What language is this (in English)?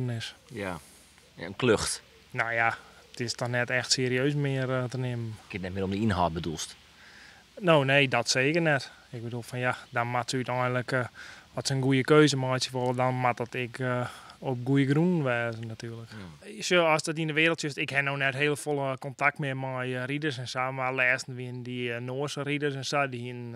Western Frisian